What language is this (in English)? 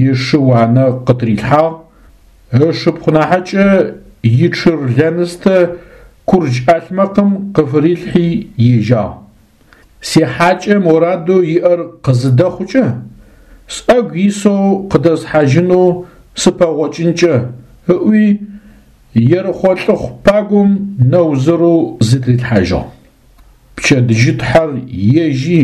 Adyghe